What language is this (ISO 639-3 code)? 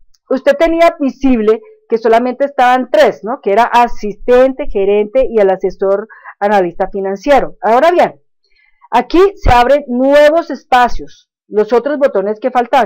spa